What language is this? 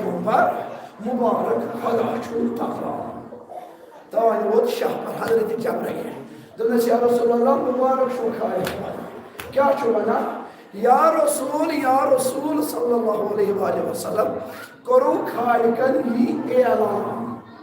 Kashmiri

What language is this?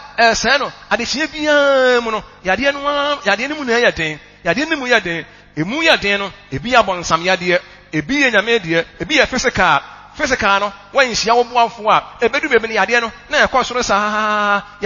Akan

